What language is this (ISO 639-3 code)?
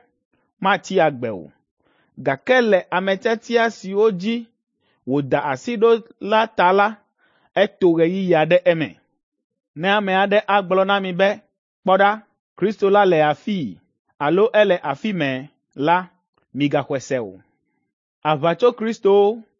ewe